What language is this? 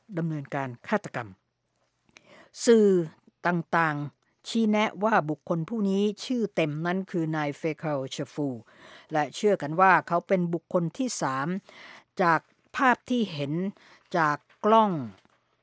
Thai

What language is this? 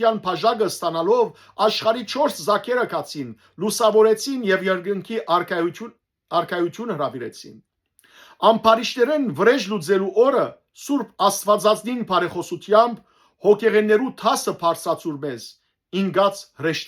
Western Armenian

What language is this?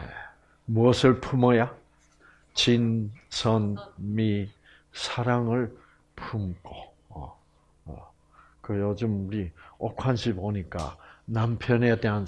Korean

